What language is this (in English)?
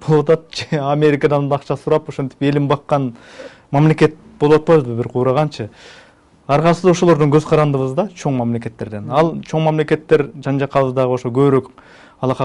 Kyrgyz